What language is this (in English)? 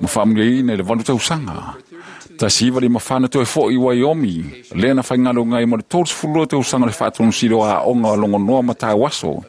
Samoan